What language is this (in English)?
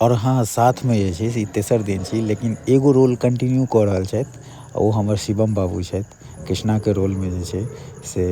Maithili